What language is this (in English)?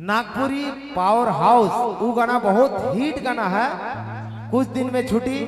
Sadri